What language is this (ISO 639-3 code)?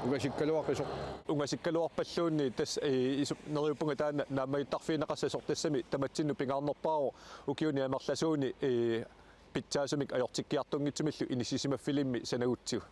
kal